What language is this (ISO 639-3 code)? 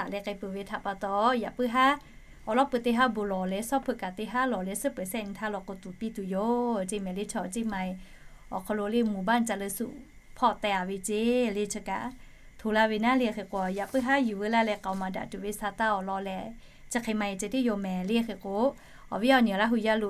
lhu